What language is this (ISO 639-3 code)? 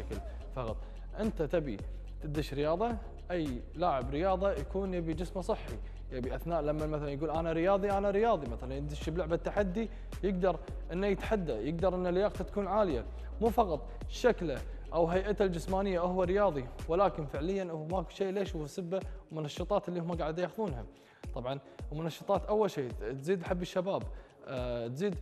afb